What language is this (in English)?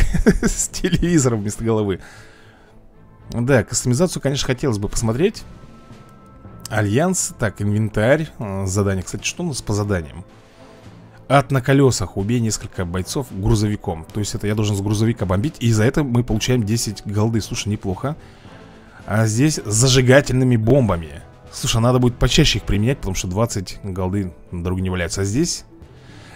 Russian